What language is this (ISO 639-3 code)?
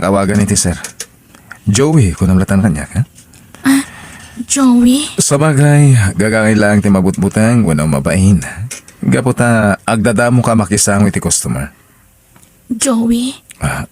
ilo